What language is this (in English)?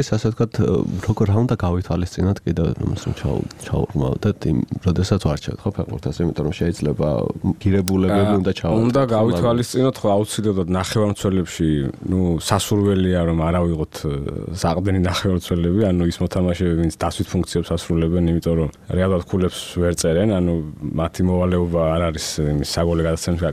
Georgian